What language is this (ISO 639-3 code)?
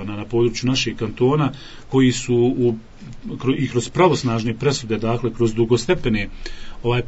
bos